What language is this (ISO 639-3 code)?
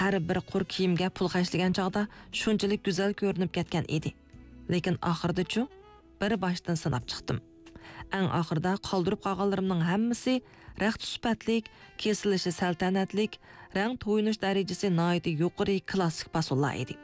uig